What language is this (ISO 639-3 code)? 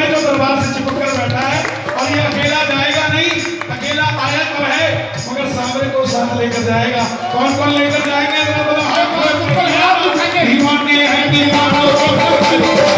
hin